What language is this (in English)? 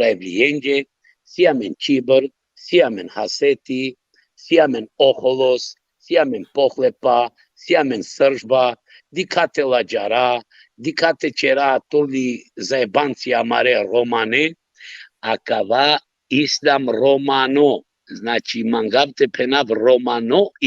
Balkan Romani